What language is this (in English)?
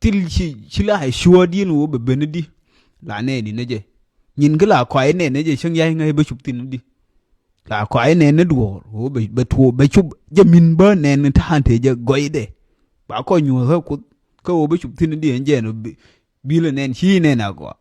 Nuer